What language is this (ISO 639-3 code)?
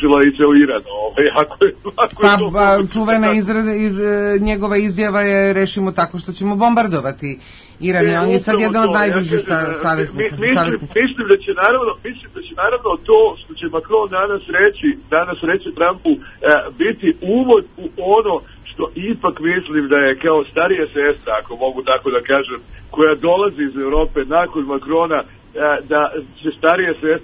srp